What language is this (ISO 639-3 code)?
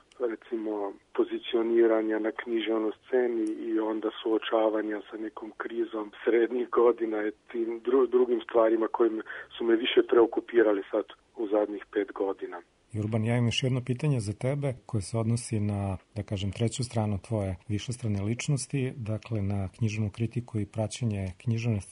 srp